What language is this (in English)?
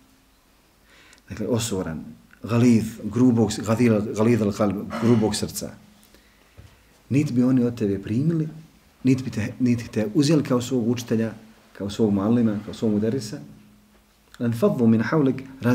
Bosnian